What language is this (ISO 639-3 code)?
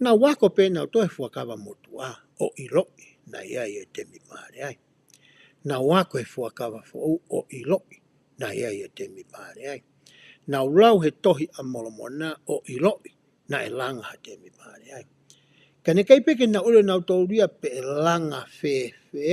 ton